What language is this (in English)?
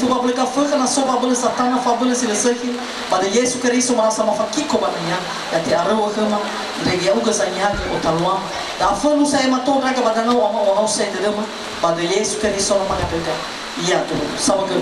Nias